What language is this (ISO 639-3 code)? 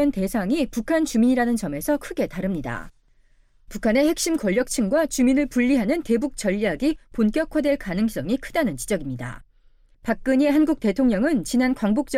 kor